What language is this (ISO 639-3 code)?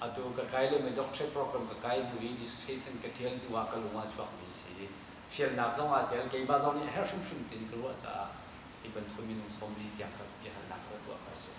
cnh